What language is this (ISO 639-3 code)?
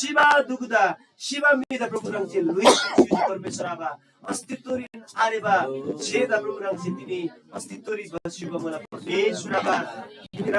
taj